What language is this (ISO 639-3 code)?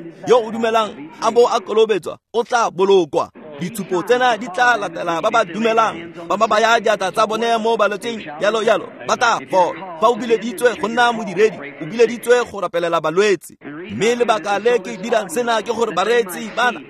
tsn